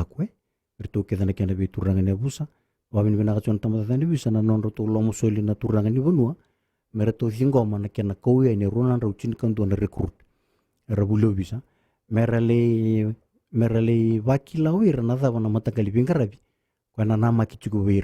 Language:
Fijian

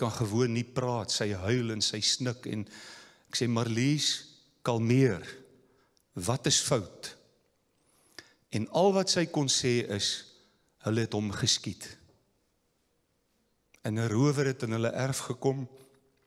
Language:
Afrikaans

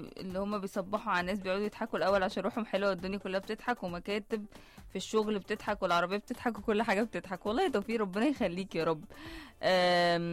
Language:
Egyptian Arabic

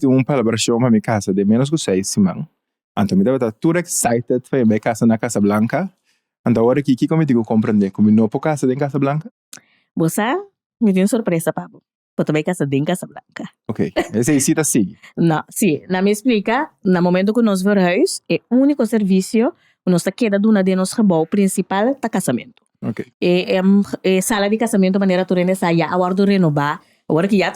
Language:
Papiamento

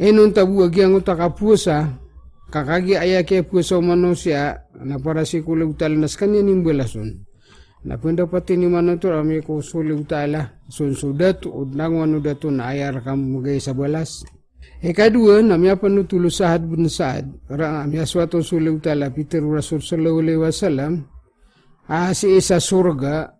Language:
Maranao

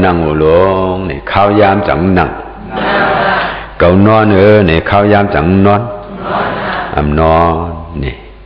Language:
Shan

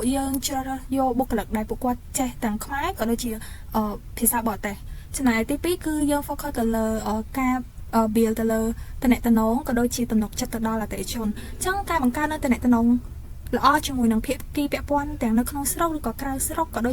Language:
Khmer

